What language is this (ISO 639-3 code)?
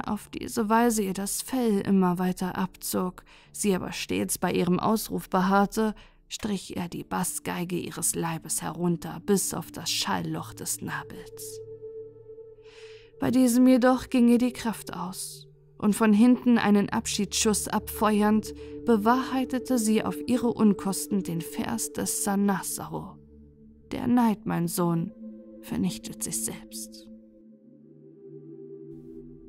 deu